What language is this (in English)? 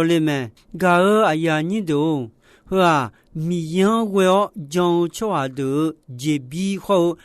Akha